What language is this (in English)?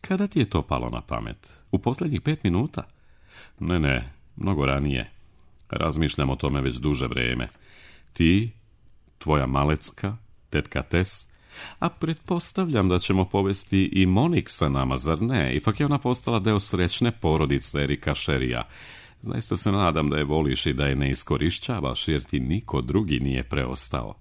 Serbian